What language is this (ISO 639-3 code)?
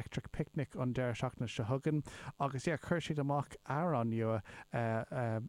gle